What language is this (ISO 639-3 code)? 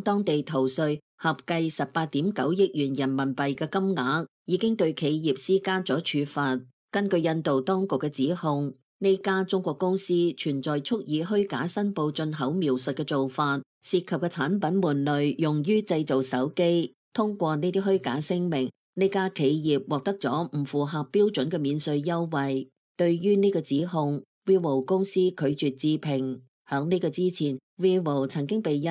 yue